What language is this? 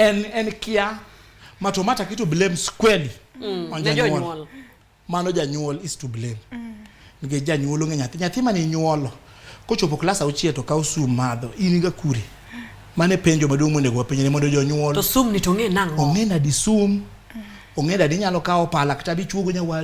Luo (Kenya and Tanzania)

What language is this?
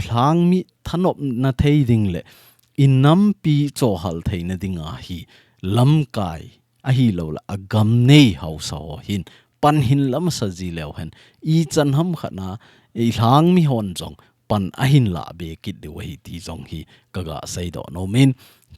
Thado Chin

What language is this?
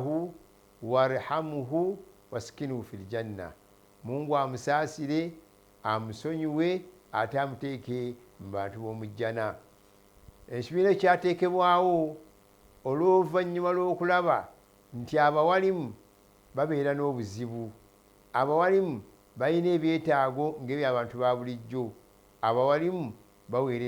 Ganda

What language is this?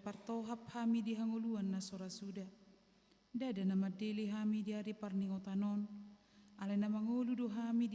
Batak Toba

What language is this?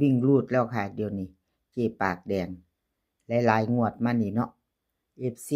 Northeastern Thai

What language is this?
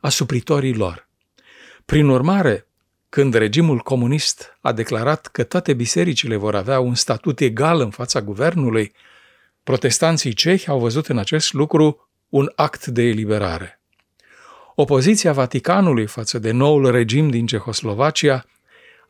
Romanian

